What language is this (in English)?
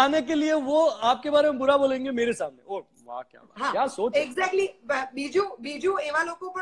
Gujarati